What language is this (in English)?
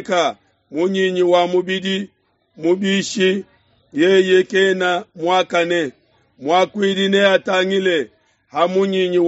Luba-Lulua